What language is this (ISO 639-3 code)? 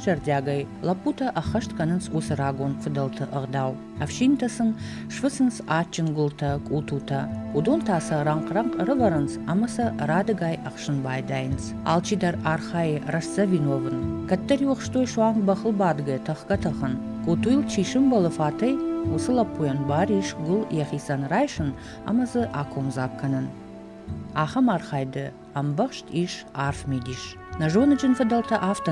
oss